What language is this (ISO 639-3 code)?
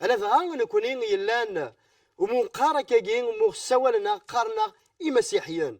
kab